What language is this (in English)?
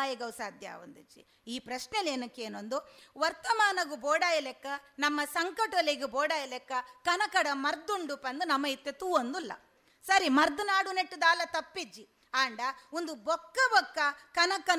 Tulu